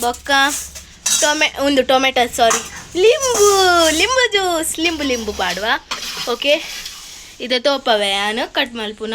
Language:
Tulu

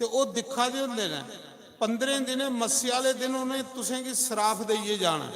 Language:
Dogri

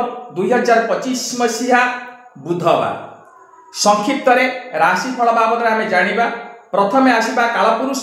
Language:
Odia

